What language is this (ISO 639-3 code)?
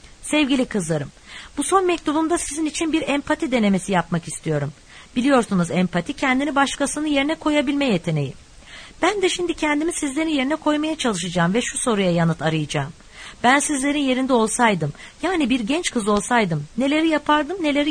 tur